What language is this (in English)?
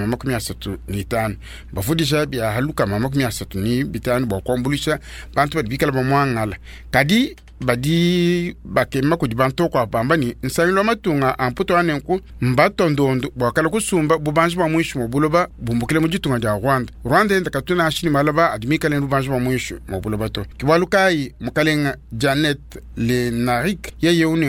Luba-Lulua